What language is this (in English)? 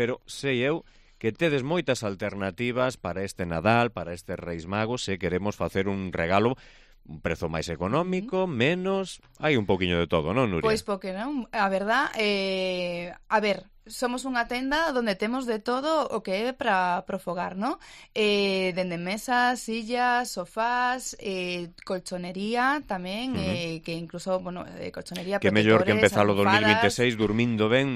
Galician